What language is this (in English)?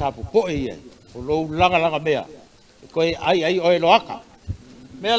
Samoan